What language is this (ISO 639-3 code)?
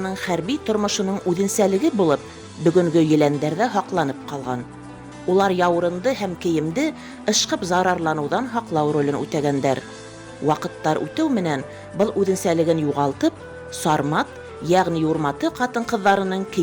bak